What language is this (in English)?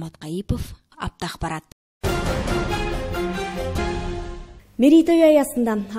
Kazakh